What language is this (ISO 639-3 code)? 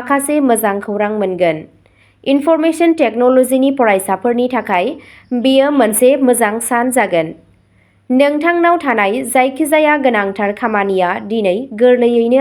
brx